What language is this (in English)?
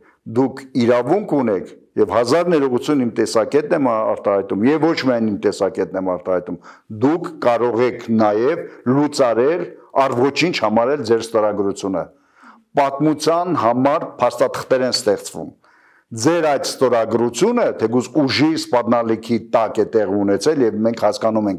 Armenian